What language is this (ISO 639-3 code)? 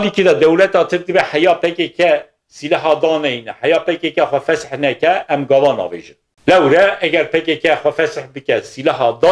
kur